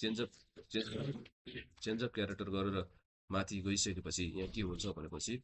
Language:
Nepali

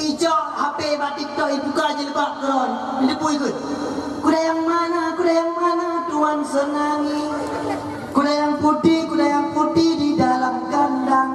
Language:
Achinese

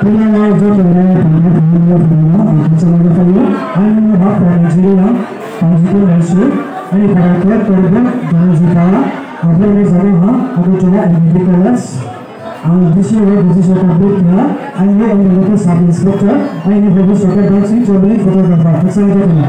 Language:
Riang (India)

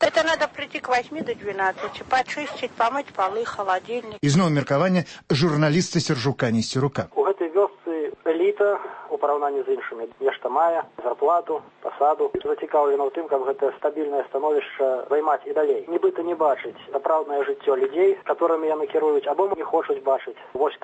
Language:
Belarusian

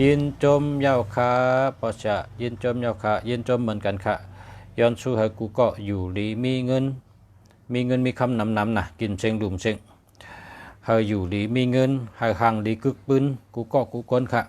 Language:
Shan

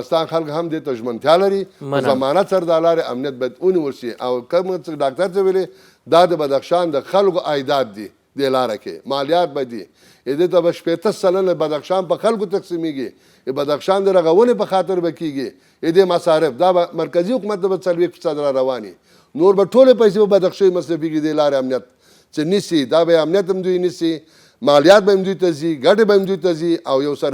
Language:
Pashto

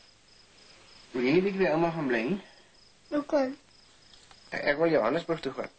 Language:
Afrikaans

